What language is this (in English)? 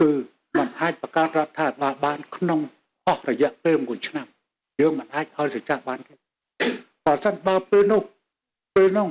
Khmer